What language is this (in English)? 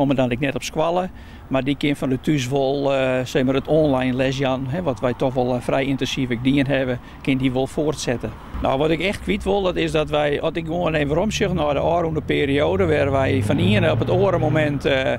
Western Frisian